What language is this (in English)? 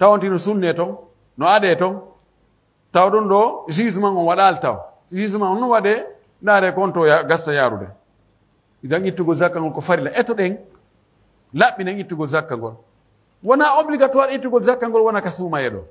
Pular